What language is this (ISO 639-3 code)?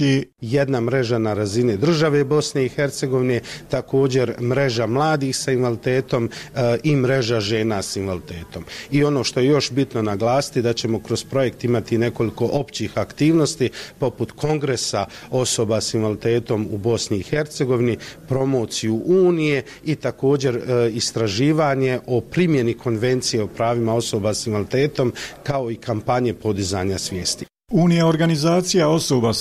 bos